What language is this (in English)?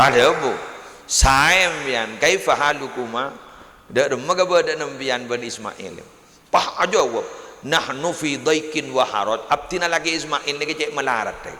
Madurese